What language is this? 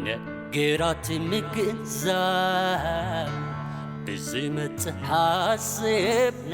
Tigrinya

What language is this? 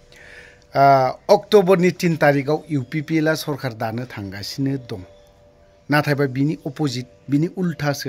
Bodo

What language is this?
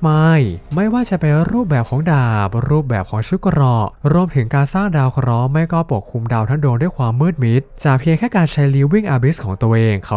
Thai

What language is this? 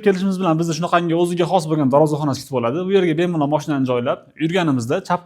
Uzbek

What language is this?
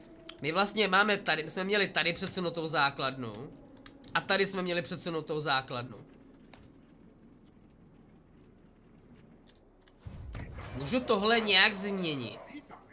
Czech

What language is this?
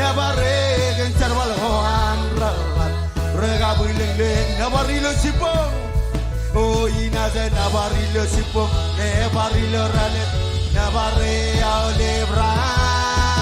Marshallese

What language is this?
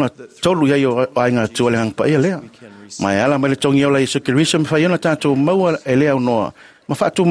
Samoan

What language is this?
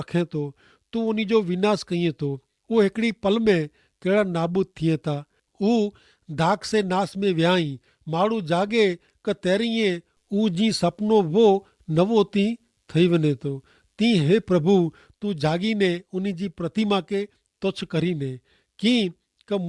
Kachhi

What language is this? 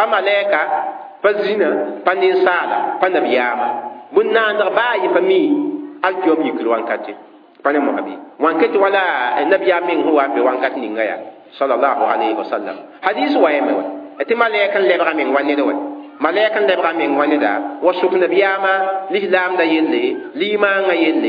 Mossi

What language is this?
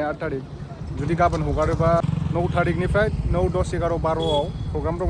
Bodo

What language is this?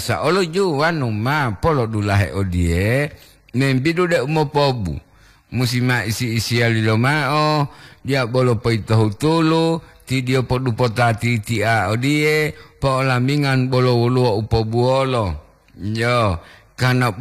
Gorontalo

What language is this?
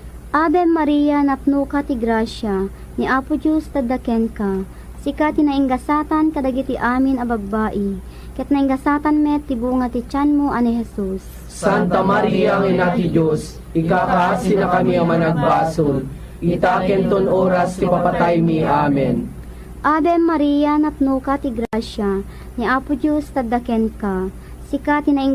Iloko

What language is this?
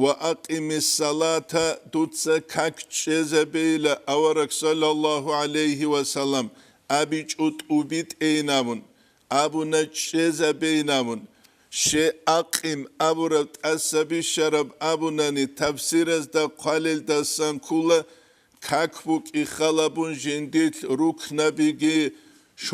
Avaric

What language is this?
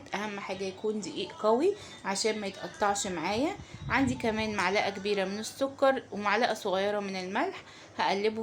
Egyptian Arabic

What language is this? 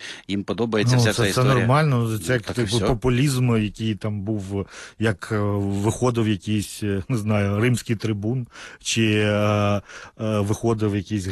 Ukrainian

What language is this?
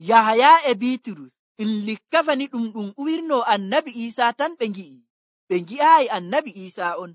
Nigerian Fulfulde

